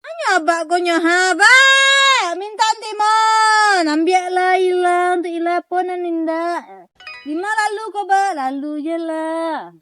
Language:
Minangkabau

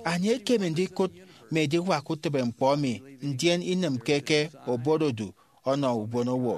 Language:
Efik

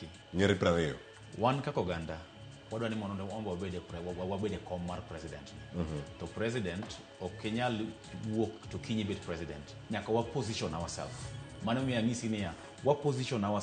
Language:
Luo (Kenya and Tanzania)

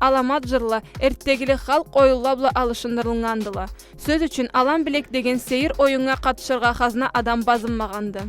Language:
Karachay-Balkar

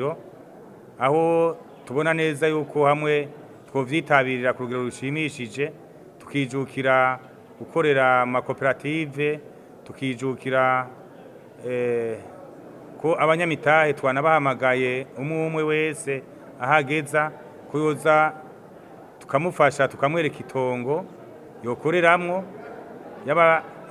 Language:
Rundi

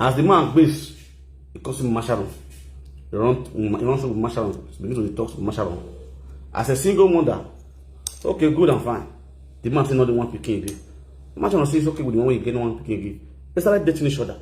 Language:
Nigerian Pidgin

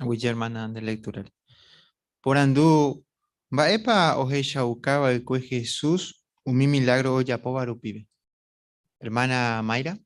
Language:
Guarani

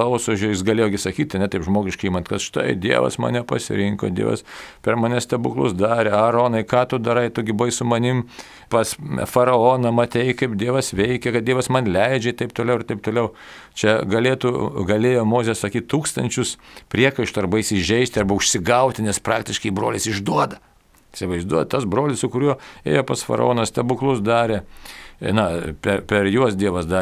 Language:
Lithuanian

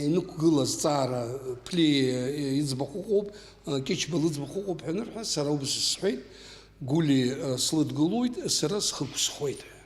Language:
Abkhazian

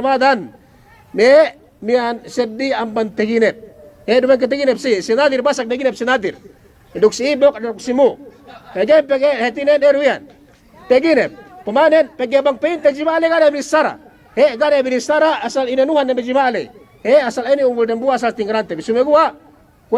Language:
Yakan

